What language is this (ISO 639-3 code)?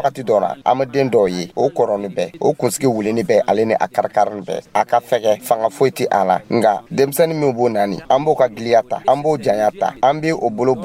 dyu